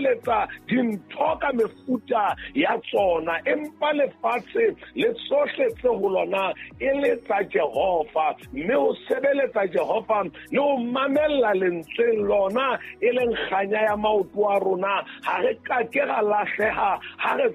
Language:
Southern Sotho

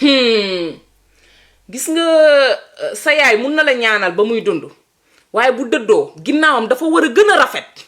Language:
Wolof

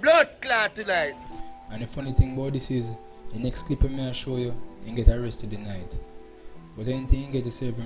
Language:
Jamaican Creole English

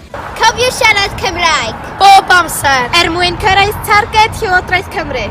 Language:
Welsh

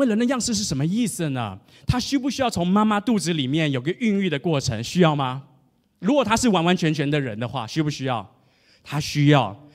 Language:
Chinese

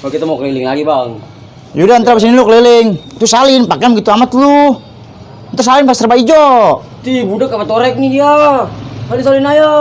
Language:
Betawi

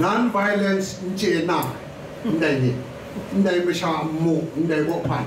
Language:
Kachin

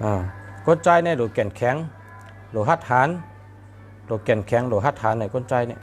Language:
Shan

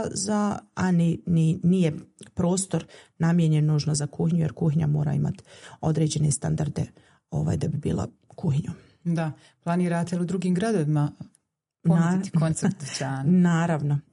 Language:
Bosnian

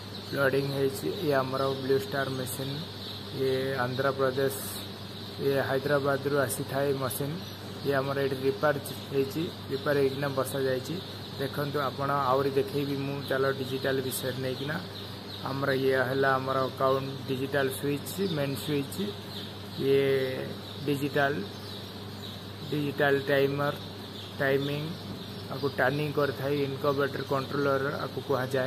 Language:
Odia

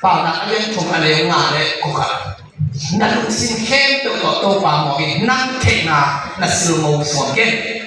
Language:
Tedim Chin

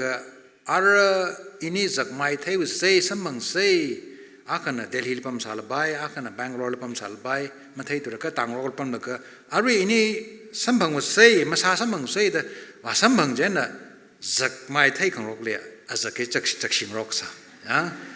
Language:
Tangkhul Naga (India)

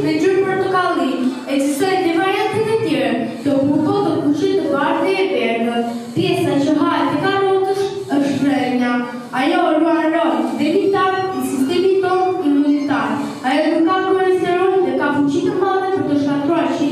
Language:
Albanian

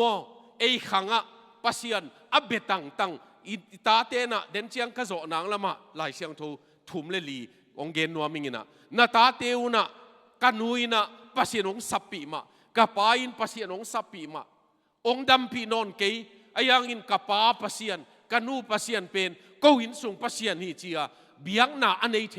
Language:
Tedim Chin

